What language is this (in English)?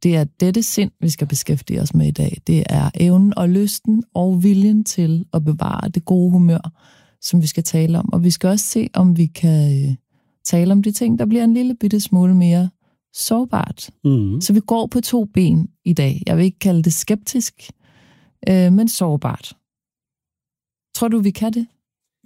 Danish